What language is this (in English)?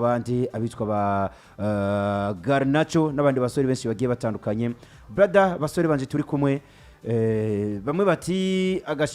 Rundi